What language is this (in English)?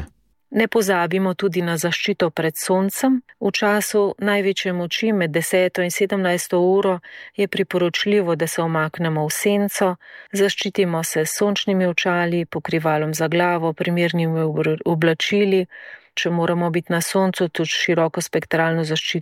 Slovenian